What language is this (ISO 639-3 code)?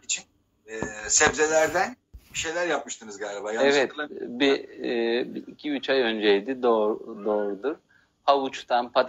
tur